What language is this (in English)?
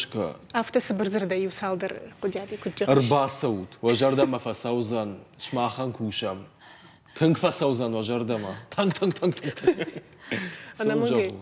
Ossetic